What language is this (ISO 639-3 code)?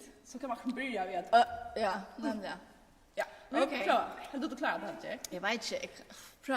fao